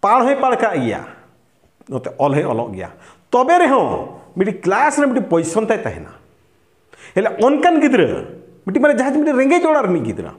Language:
Santali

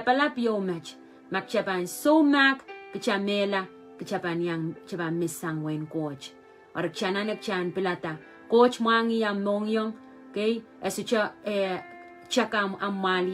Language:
Pohnpeian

